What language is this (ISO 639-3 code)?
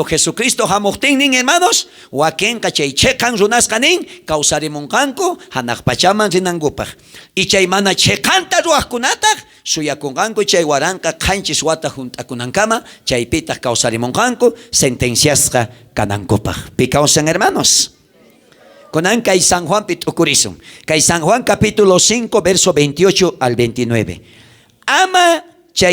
quh